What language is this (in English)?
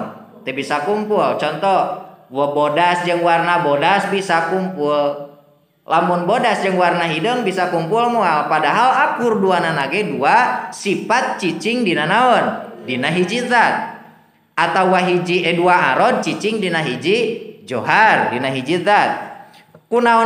Sundanese